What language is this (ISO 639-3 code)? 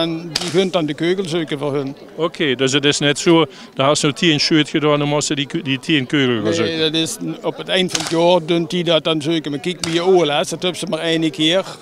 lim